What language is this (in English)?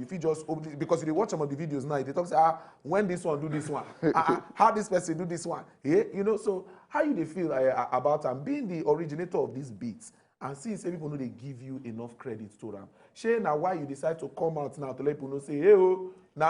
Nigerian Pidgin